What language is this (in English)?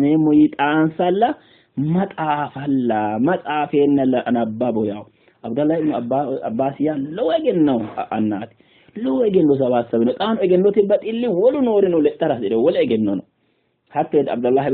Sidamo